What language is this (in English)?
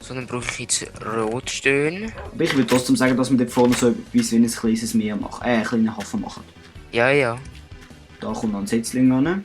Swiss German